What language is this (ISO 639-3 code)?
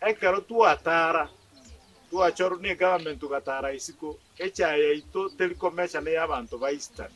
guz